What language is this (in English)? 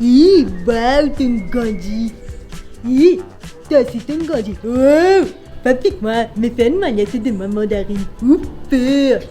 Morisyen